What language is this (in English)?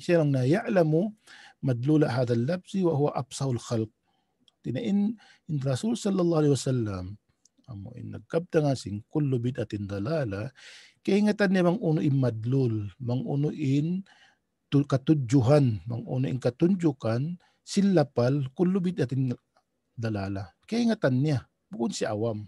Tausug